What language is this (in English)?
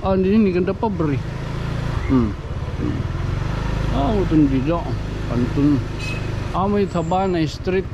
Waray